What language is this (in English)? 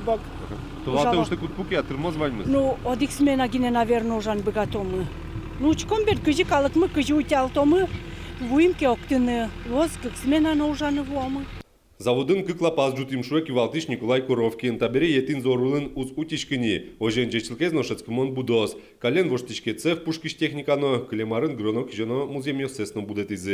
Udmurt